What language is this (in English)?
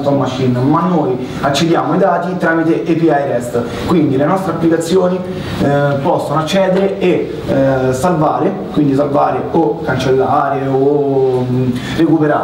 Italian